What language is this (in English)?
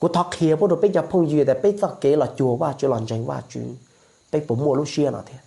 Hmong